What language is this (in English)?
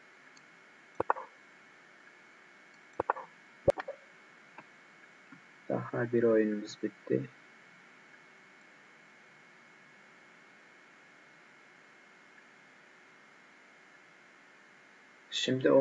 Turkish